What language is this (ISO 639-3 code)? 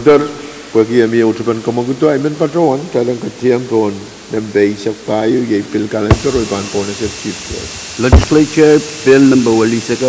pon